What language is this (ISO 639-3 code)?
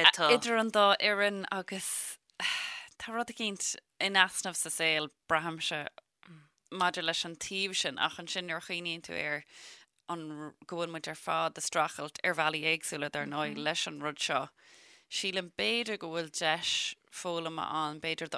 gle